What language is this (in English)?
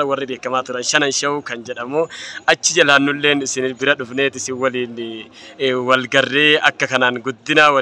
Oromo